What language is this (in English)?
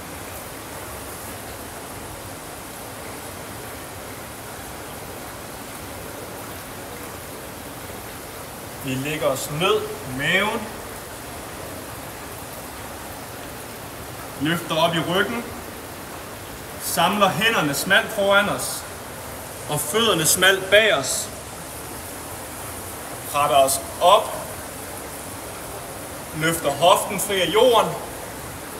Danish